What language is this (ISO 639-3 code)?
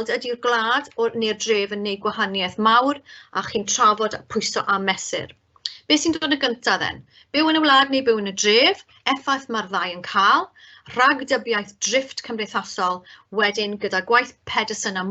cym